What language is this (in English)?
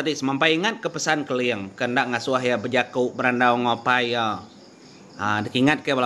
Iban